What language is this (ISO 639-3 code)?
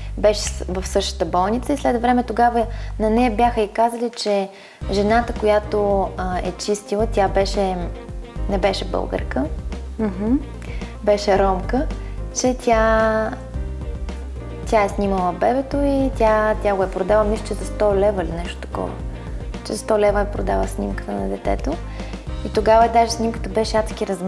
bul